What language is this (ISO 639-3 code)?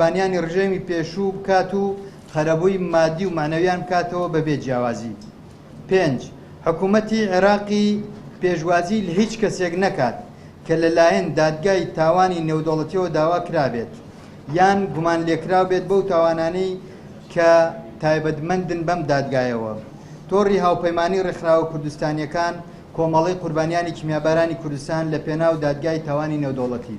ckb